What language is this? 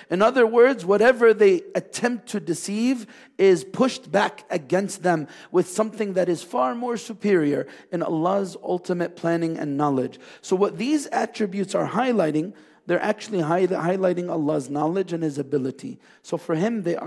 English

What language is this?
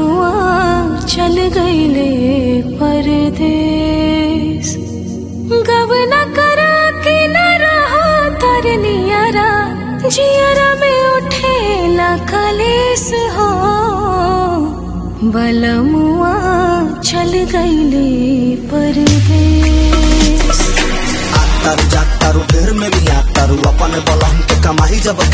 Bhojpuri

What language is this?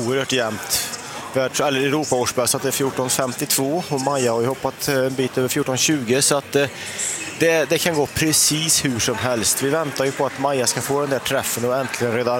Swedish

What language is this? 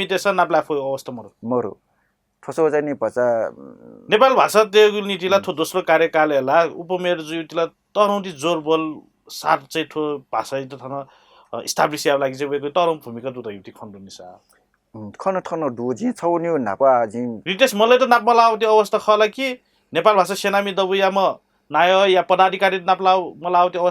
Newari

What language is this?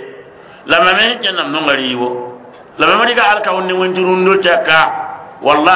Mossi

